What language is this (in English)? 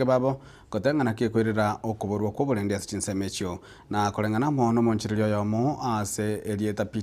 Gusii